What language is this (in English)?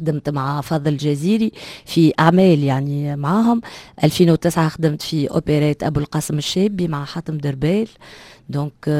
Tunisian Arabic